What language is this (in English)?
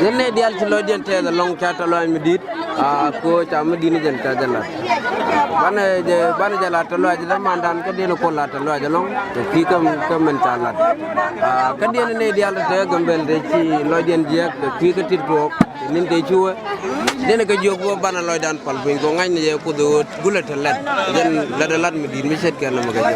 Nuer